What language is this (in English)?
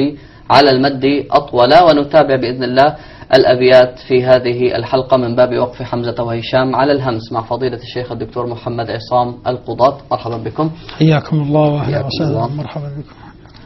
Arabic